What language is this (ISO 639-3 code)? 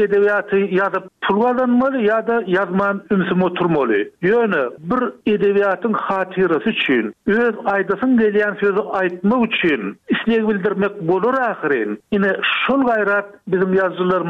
tuk